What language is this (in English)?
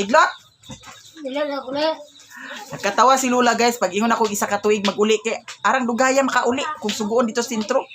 Cebuano